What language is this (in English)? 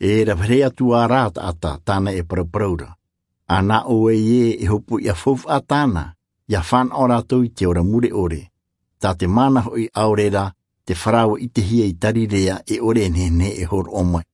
Tahitian